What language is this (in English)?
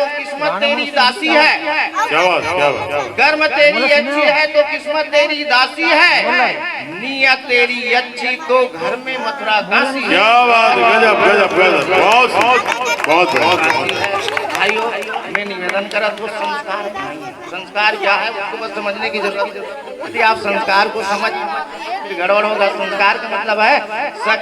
Chhattisgarhi